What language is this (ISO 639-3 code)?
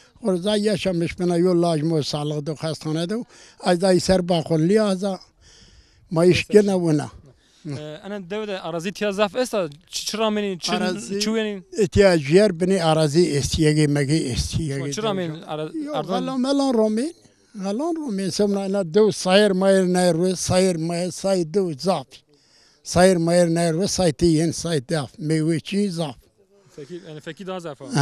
zza